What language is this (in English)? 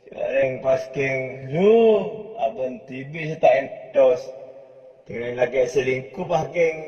Madurese